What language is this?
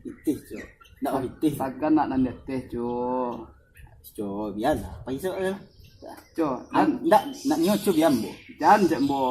Minangkabau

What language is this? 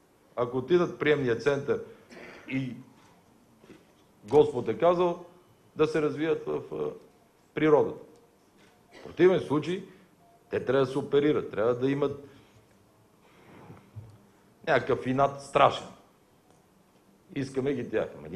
Bulgarian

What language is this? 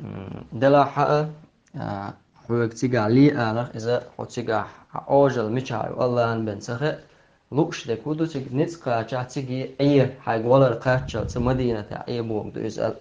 Chechen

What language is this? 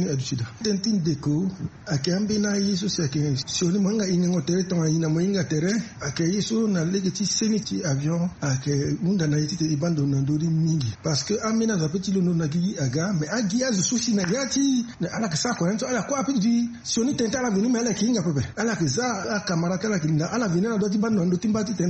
Sango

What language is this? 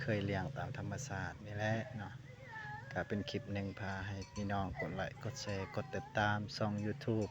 Lao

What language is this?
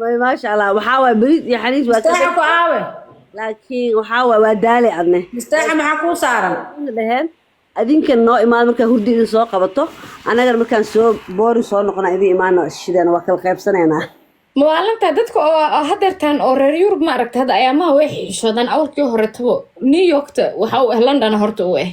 Somali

